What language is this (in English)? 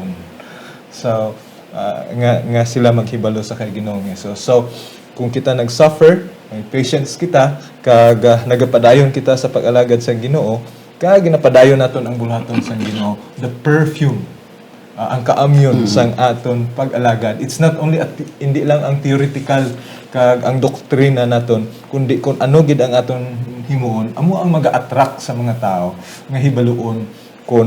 Hiligaynon